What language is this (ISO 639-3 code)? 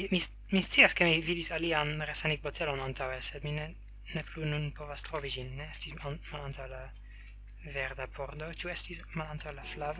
epo